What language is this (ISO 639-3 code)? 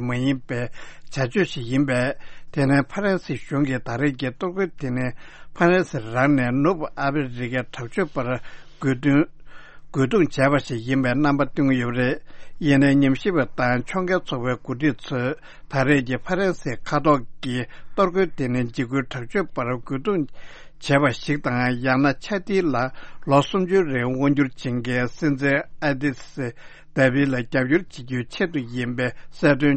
bod